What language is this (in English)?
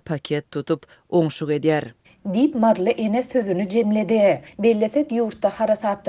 Turkmen